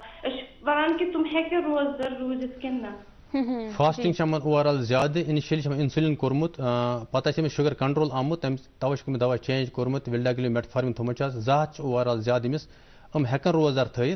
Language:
Kashmiri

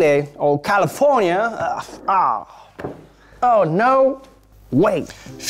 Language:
Occitan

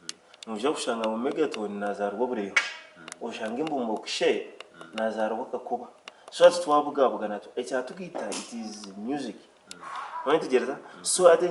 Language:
Nyankole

